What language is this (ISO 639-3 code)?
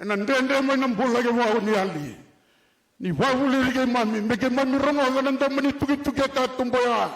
fij